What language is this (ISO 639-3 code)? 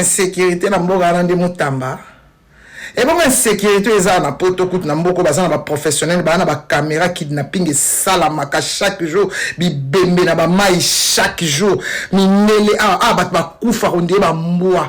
lin